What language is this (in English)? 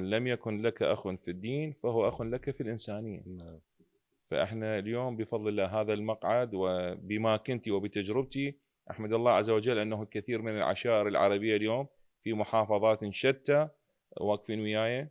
Mesopotamian Arabic